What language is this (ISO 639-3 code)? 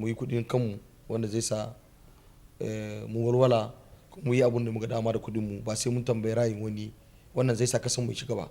hau